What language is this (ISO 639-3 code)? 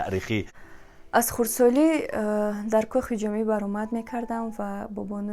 tgk